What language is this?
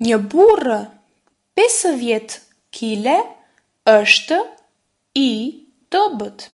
Albanian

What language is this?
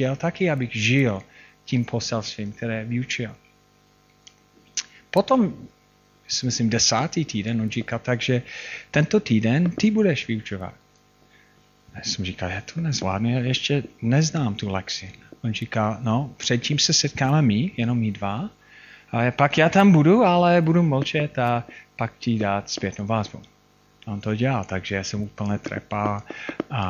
Czech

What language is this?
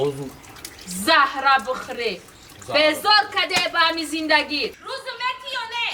Tajik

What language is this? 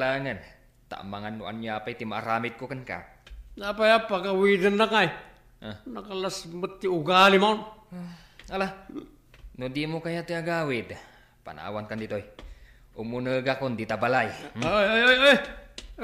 Iloko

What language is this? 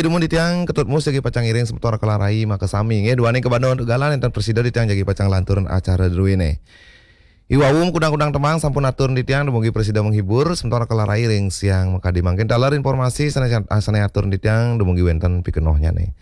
Balinese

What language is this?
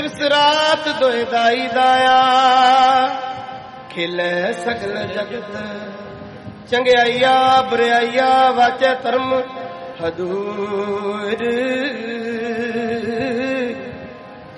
Punjabi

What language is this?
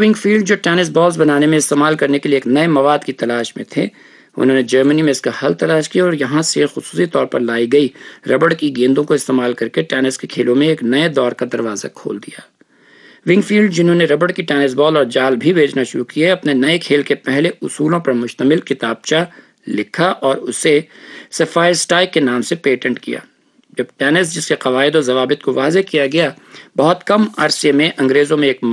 Urdu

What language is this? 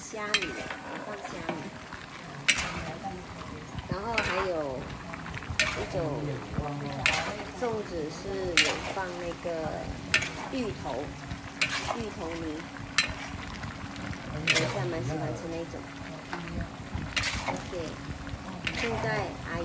Chinese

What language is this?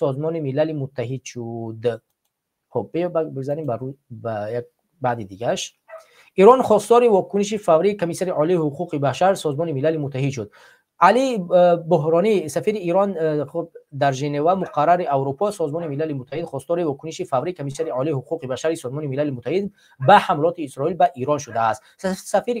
Tajik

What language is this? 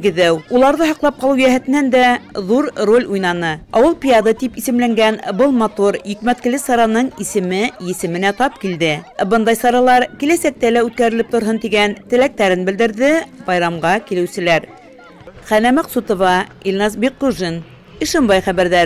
Bashkir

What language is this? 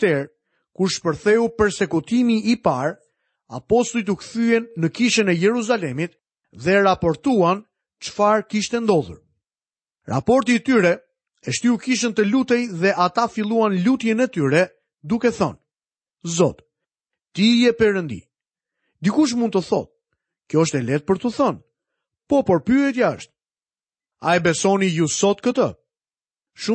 Albanian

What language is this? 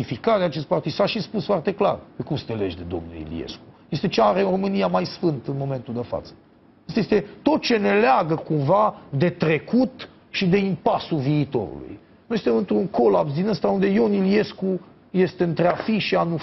Romanian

